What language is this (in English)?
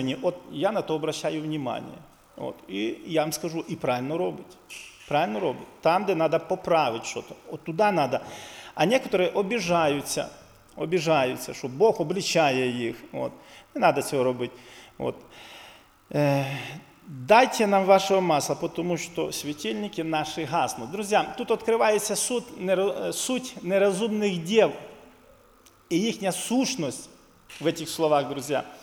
Ukrainian